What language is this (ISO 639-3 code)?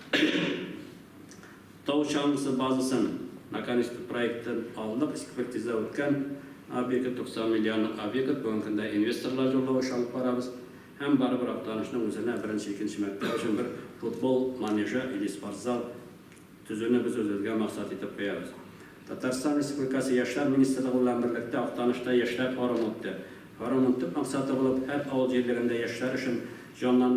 tat